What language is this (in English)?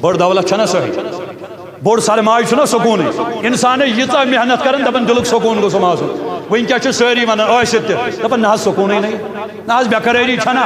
Kashmiri